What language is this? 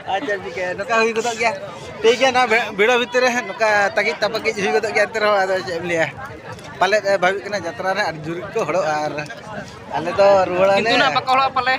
Santali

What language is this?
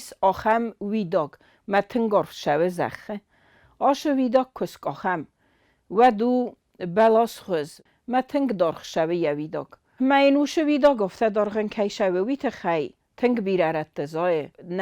Ossetic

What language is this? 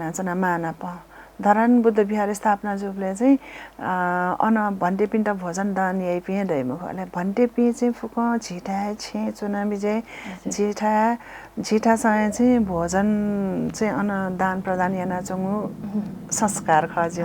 Newari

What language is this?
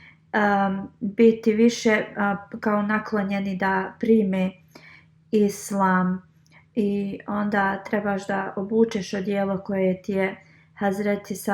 Bosnian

